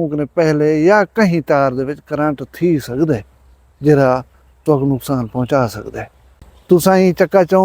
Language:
Saraiki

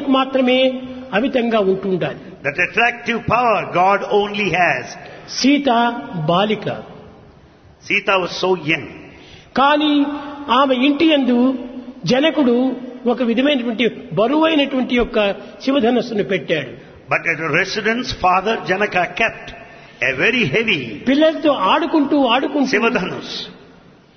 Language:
Telugu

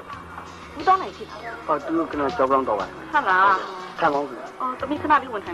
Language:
Burmese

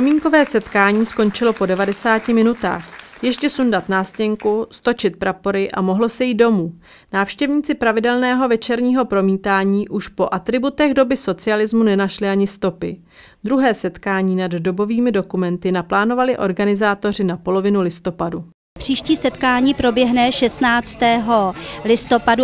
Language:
Czech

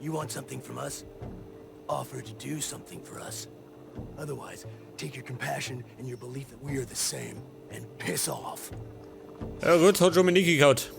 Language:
Bavarian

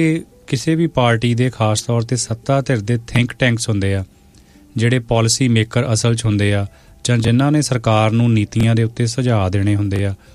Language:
Punjabi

